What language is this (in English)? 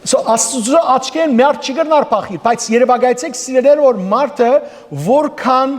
Western Armenian